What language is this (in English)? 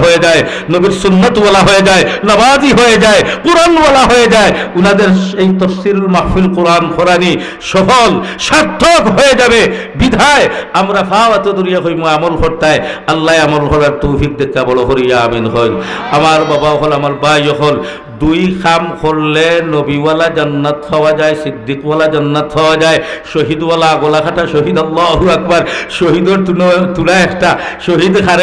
Sylheti